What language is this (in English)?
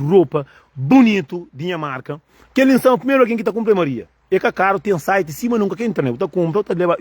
Kabuverdianu